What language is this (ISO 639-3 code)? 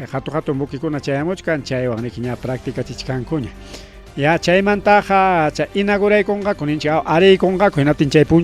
quy